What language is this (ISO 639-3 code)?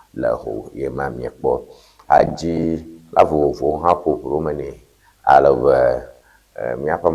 ewe